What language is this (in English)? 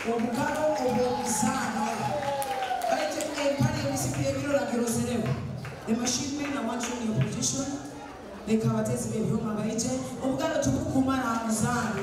Nyoro